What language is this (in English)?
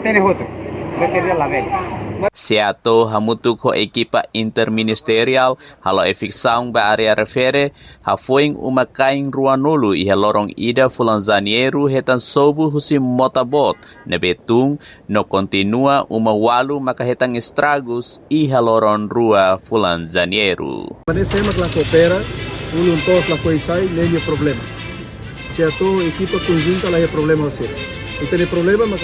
Tetum